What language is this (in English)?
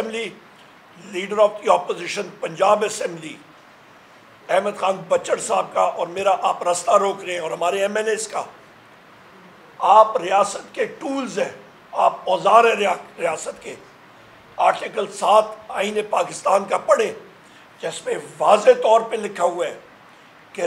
Urdu